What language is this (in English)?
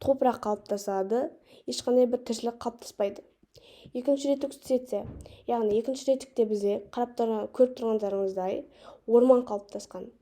Kazakh